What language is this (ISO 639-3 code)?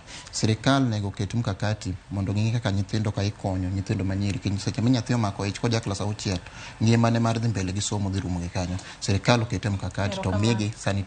luo